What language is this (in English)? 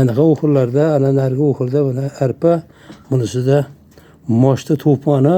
Uzbek